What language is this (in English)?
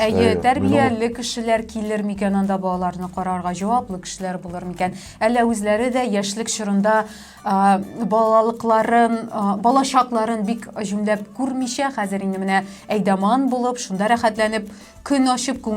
Tatar